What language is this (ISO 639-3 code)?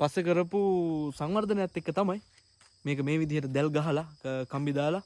sin